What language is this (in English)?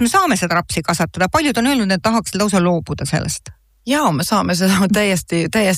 Estonian